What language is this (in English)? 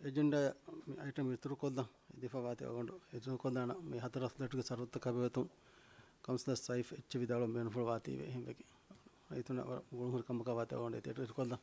Divehi